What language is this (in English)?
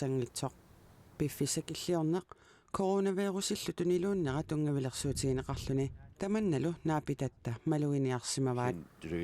Kalaallisut